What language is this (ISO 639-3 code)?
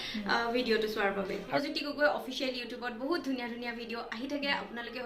asm